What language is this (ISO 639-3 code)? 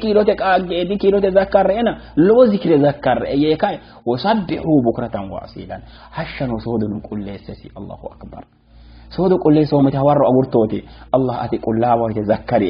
sid